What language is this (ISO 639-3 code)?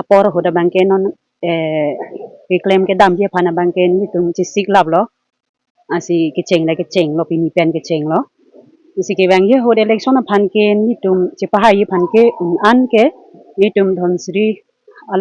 mjw